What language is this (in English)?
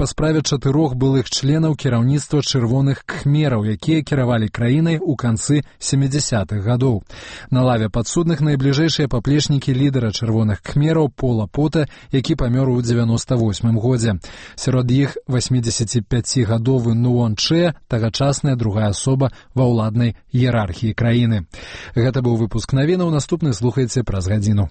Belarusian